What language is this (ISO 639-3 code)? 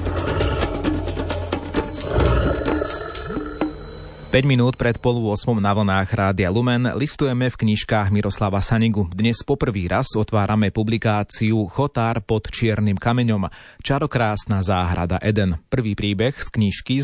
slk